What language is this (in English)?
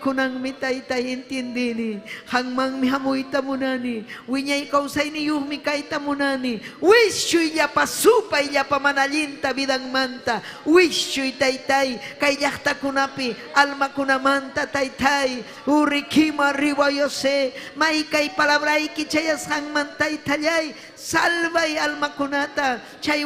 Ayacucho Quechua